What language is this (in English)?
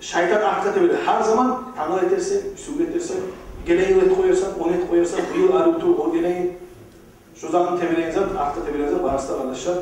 Kumyk